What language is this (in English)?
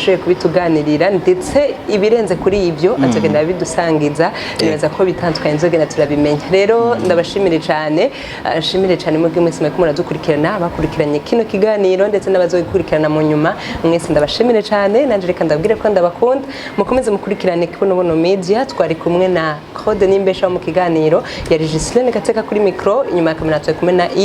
Rundi